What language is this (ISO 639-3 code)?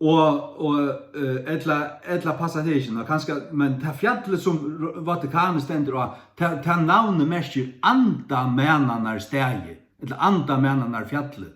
fao